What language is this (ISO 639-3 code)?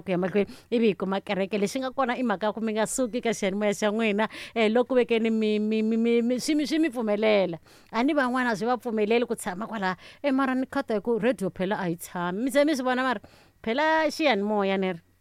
tso